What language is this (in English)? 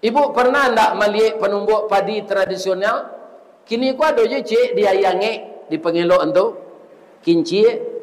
Minangkabau